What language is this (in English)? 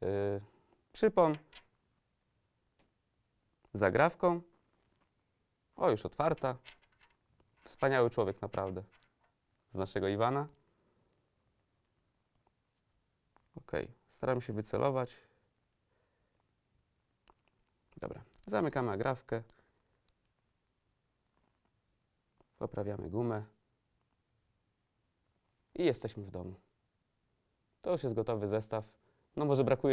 Polish